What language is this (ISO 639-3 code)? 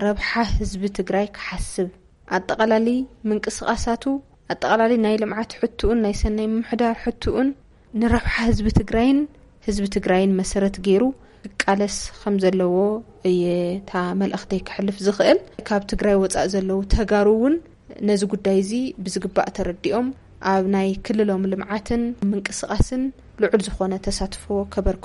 tir